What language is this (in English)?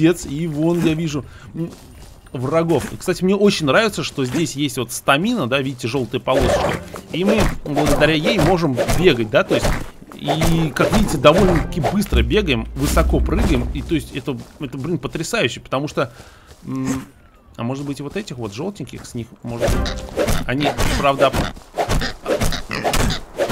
Russian